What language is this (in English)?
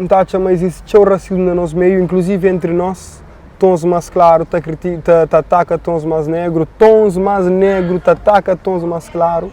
Kabuverdianu